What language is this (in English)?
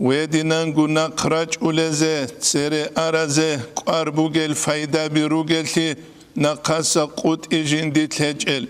Avaric